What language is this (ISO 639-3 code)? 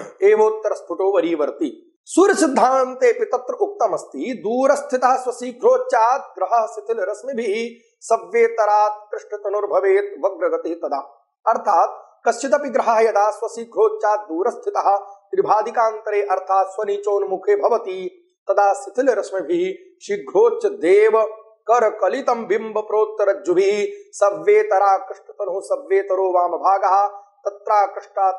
san